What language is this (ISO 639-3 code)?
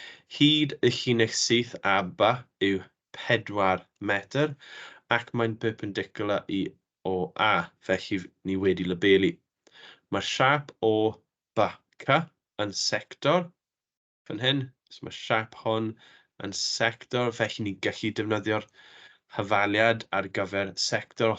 cym